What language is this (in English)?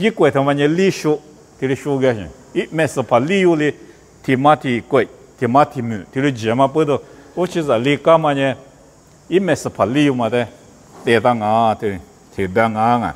Lisu